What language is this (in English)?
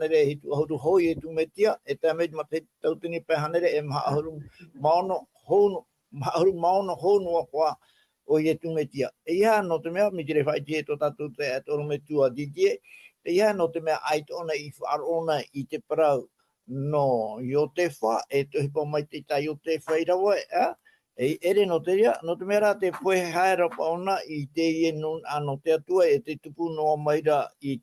Tahitian